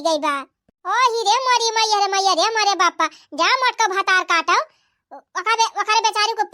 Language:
Awadhi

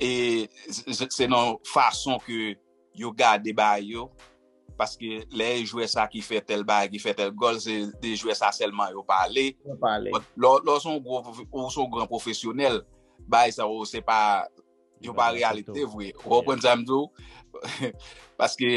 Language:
Haitian Creole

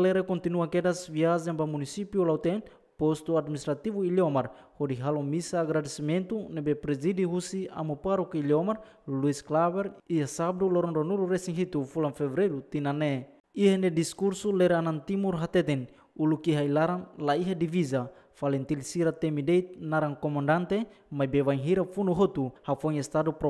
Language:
Tetum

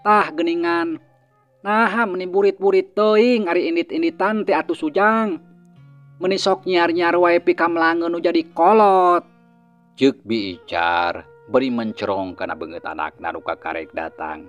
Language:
Sundanese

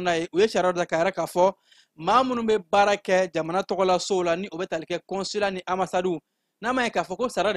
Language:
Bambara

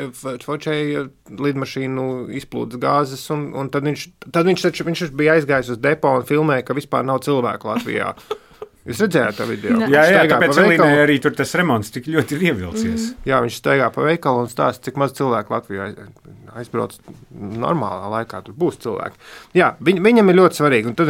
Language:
Latvian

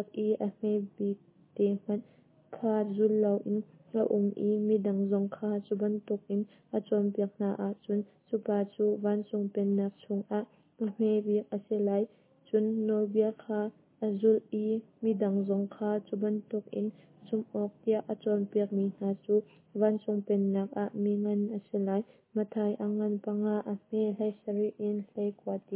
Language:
Hakha Chin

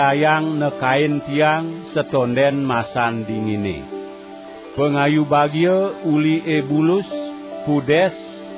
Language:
Balinese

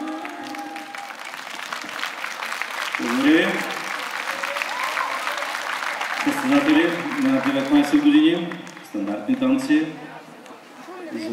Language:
Bulgarian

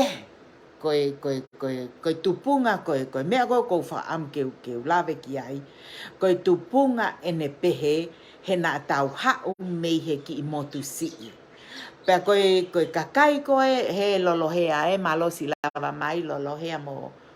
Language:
Tongan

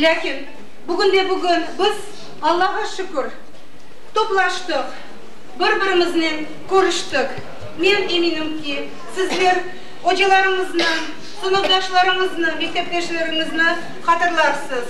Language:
Crimean Tatar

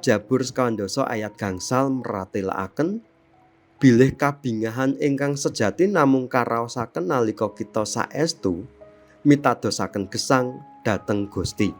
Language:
Javanese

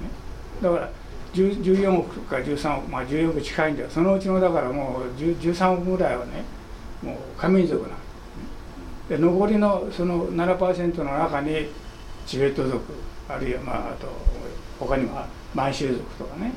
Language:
Japanese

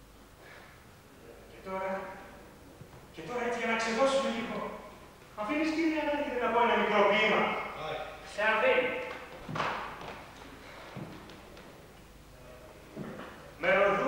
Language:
Greek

